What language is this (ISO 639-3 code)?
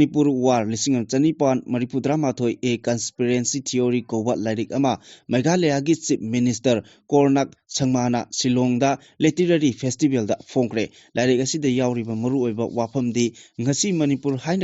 mni